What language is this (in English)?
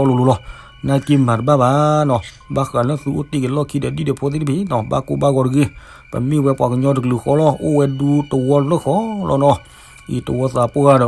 S'gaw Karen